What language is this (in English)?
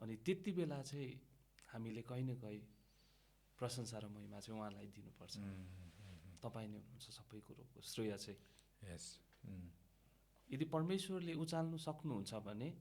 Nepali